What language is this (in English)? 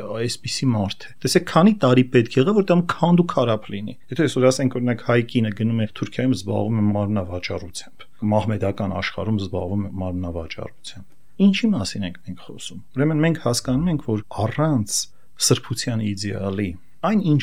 Armenian